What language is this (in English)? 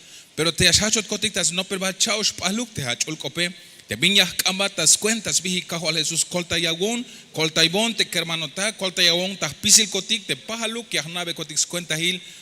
Tzeltal